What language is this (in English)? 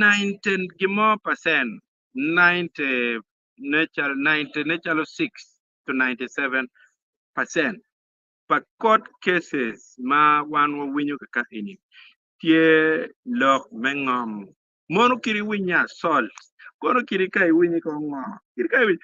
Acoli